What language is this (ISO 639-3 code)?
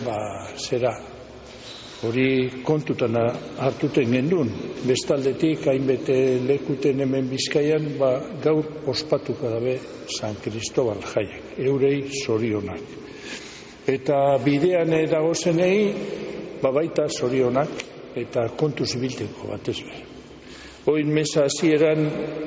eus